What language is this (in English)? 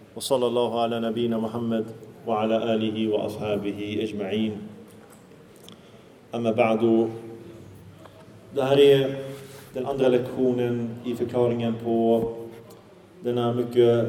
Swedish